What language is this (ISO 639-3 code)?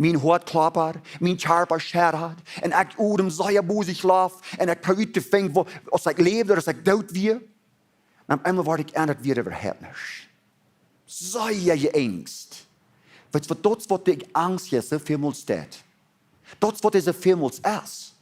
pdt